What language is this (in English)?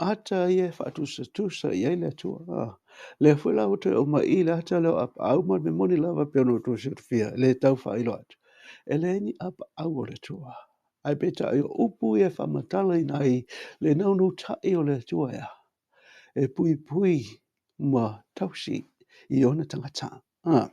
Samoan